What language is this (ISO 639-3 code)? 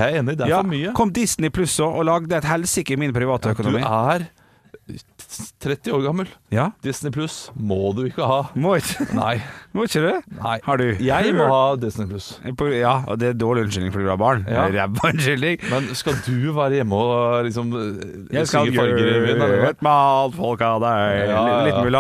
nor